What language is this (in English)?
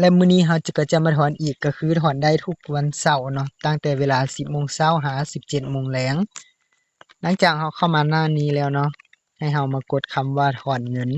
Lao